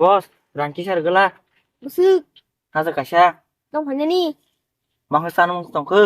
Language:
Kok Borok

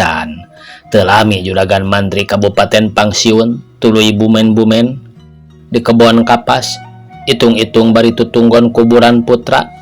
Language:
Sundanese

